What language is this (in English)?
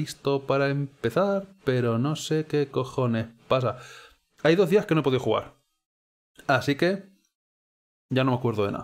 Spanish